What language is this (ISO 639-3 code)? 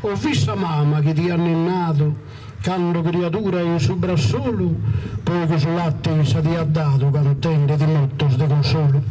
srd